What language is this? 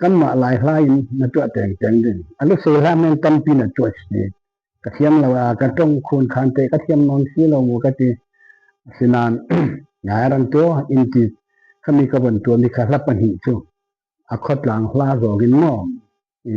Falam Chin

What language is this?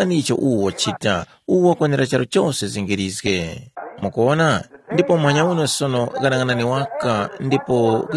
Tumbuka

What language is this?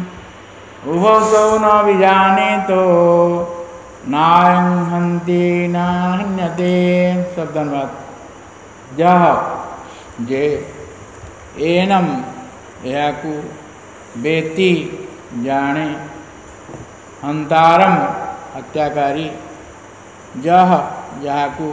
Odia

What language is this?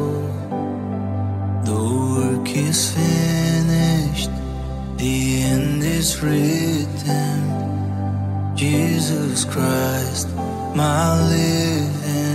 English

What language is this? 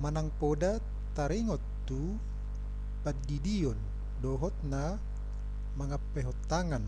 Batak Toba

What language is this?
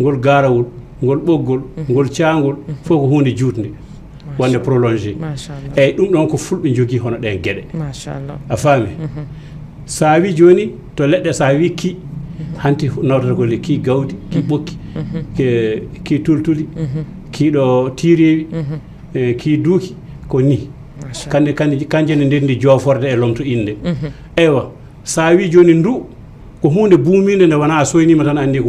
Fula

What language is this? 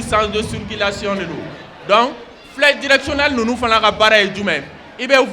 Bambara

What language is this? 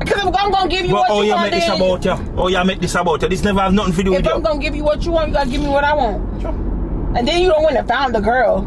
Jamaican Creole English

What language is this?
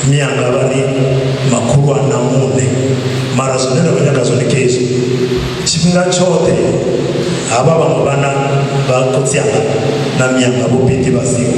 Venda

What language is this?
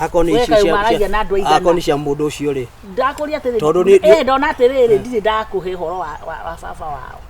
Kikuyu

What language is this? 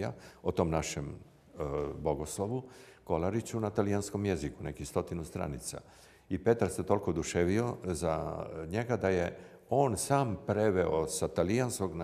Croatian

